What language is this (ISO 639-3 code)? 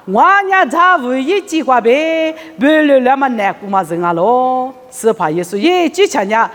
lis